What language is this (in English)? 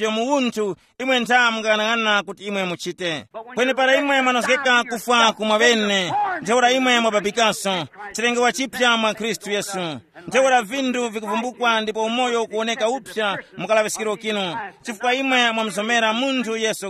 Tumbuka